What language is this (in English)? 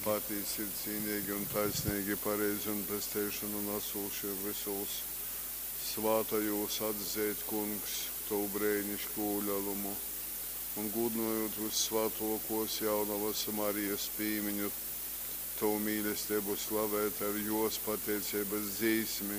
Latgalian